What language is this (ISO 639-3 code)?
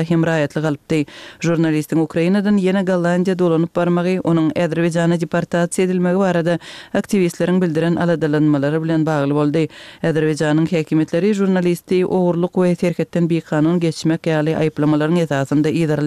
tuk